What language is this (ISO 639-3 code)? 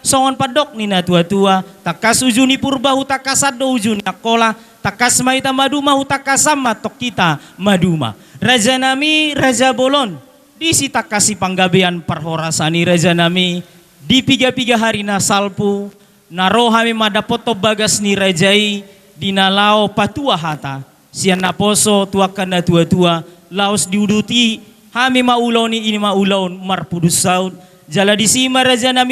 bbc